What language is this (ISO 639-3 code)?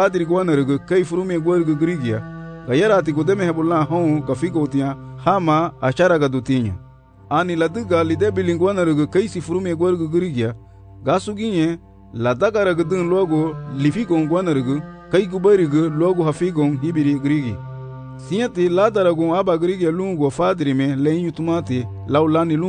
cab